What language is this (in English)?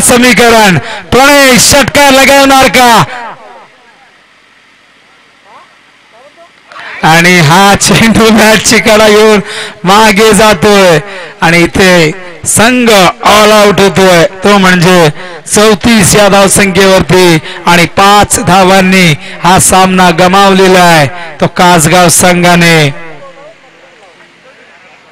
Marathi